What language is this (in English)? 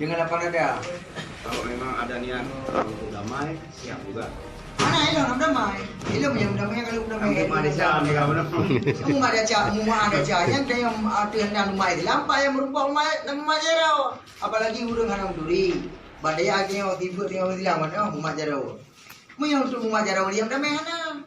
Achinese